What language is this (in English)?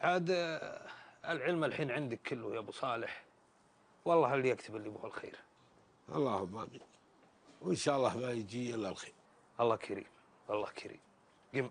Gulf Arabic